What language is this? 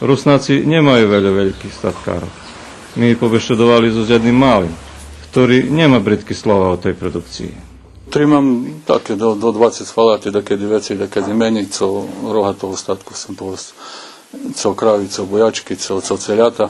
Rusyn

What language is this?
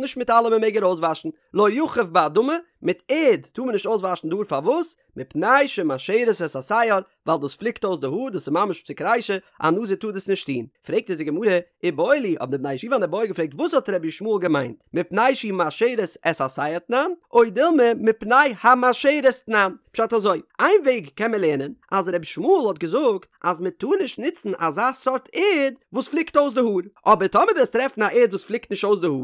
Yiddish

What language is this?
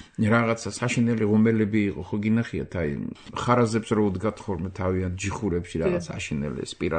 Georgian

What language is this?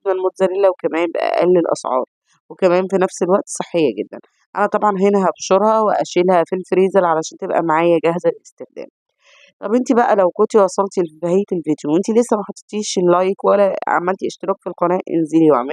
Egyptian Arabic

